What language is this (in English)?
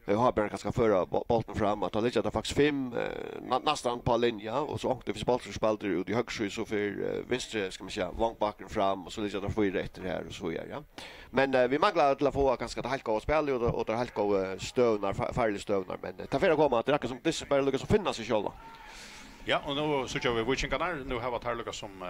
Faroese